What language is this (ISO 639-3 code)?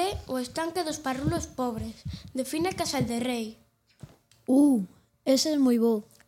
glg